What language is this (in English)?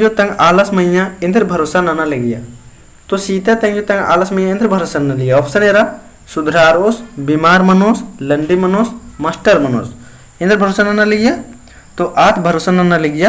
Kurukh